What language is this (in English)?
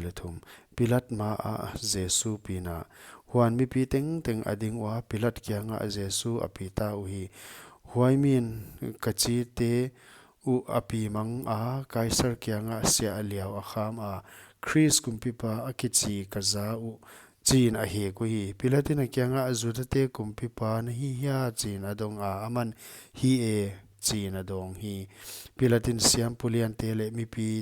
Paite Chin